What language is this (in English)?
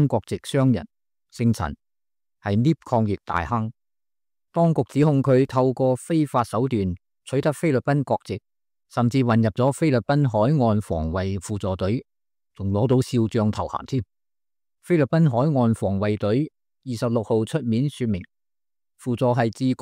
Cantonese